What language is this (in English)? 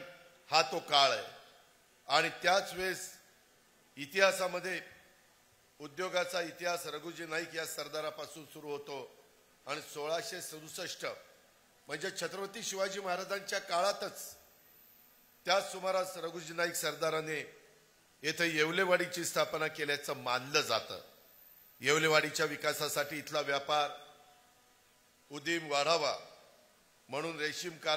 Marathi